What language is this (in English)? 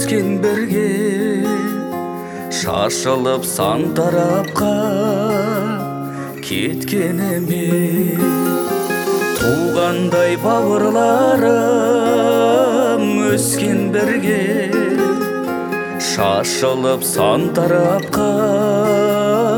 Kazakh